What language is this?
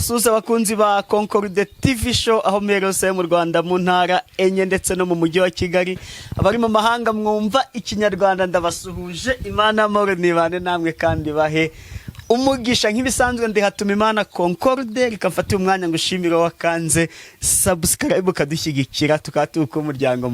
Kinyarwanda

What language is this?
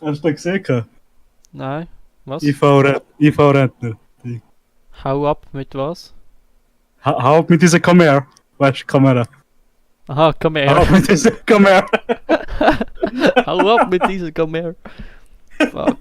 Swiss German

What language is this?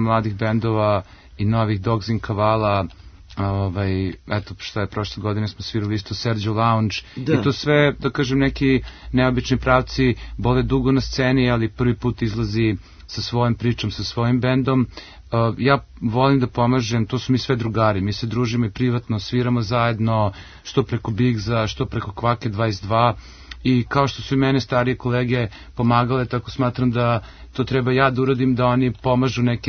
Serbian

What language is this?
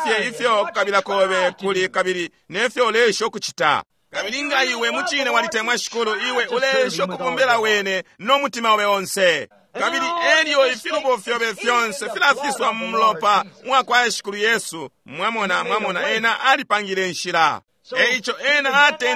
Bemba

